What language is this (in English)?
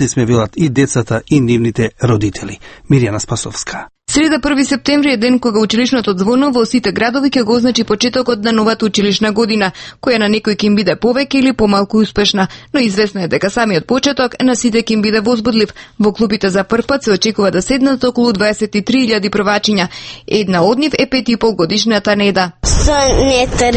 Macedonian